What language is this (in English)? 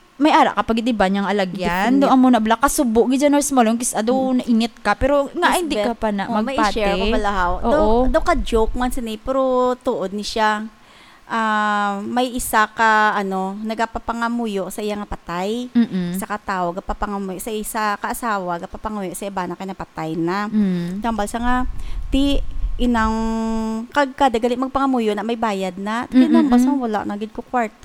Hiligaynon